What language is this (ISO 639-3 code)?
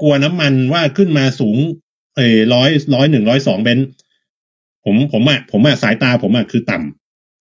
tha